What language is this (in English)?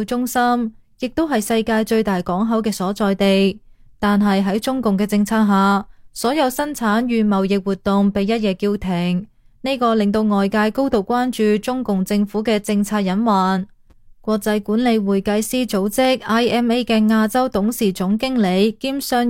Cantonese